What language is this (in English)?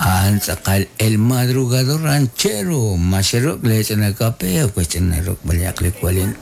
Kekchí